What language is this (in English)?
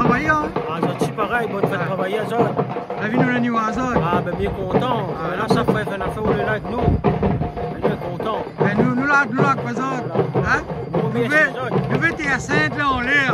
Réunion Creole French